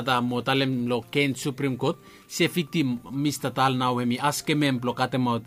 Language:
Bislama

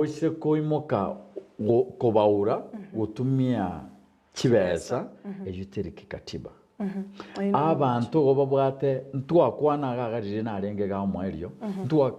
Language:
Gusii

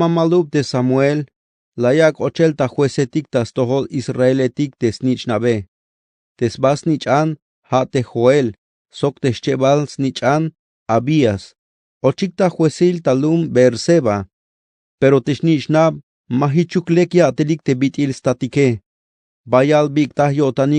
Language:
Tzeltal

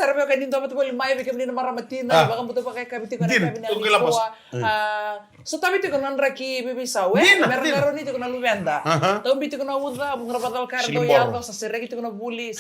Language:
Fijian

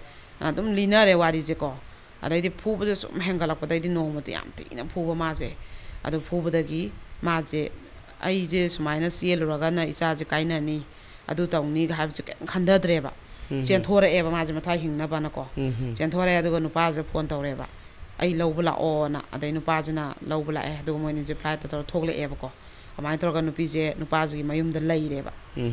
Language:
Manipuri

